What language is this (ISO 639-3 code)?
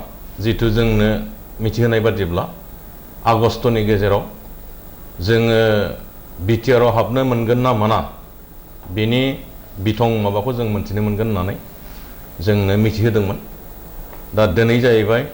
brx